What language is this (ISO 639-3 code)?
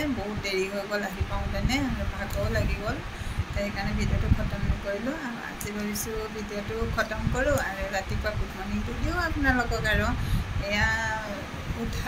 asm